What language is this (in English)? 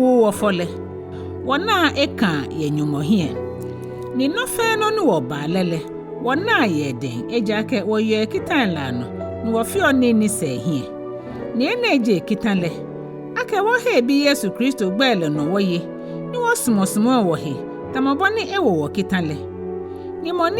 Ga